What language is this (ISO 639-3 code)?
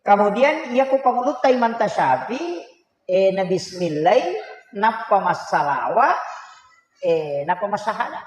bug